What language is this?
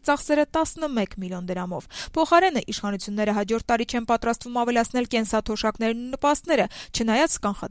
Armenian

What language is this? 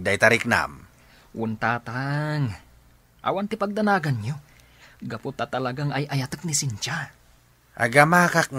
Iloko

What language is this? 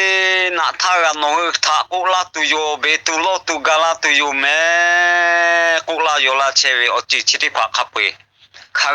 Lahu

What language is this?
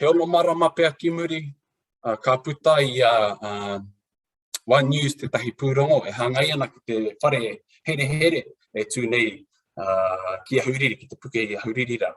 Māori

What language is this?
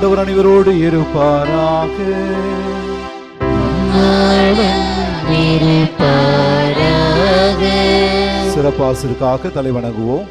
Tamil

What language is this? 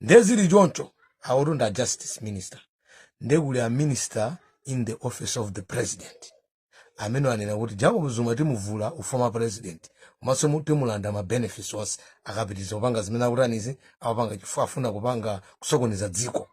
Nyanja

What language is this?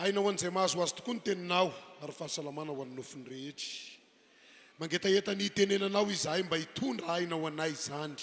Malagasy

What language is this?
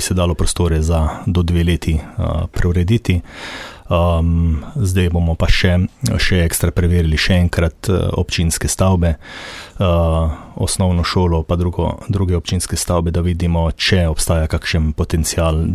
Slovenian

